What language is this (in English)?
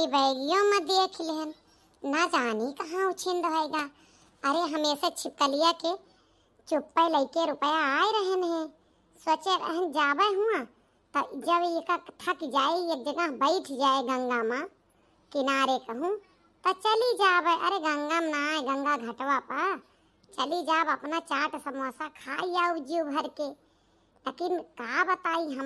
Awadhi